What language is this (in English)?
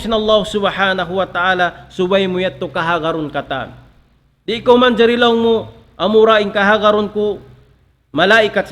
Tausug